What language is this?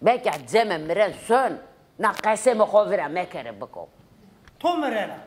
Zaza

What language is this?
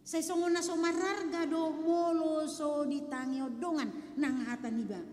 Batak Toba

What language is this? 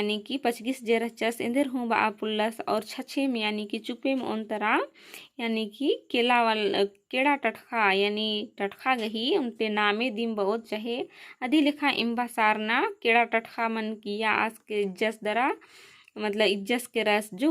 Kurukh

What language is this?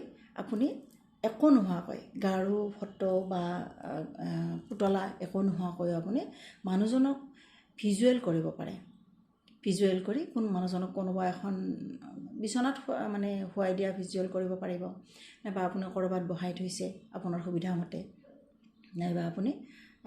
Assamese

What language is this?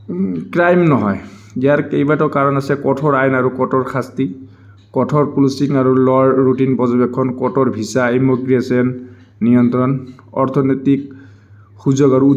Assamese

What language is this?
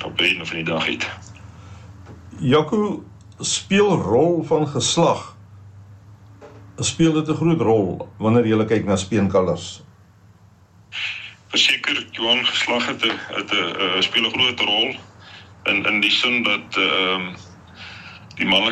Afrikaans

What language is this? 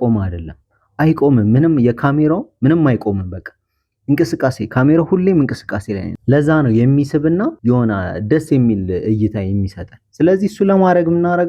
Amharic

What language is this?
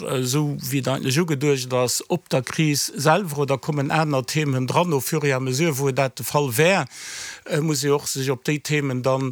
Luxembourgish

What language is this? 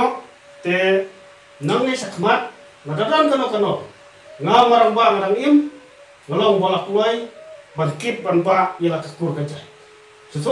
Khasi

